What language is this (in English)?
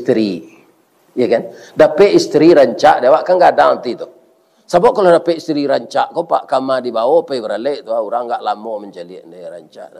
Minangkabau